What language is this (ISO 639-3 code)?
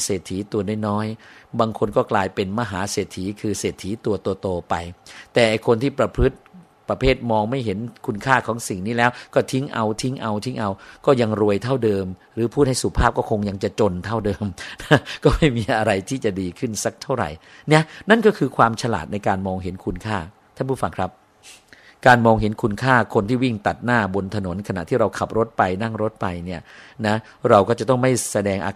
tha